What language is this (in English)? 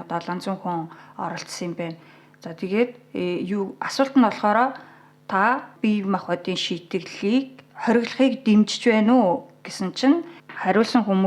Mongolian